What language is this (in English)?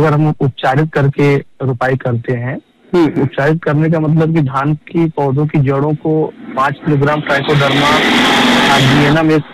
Hindi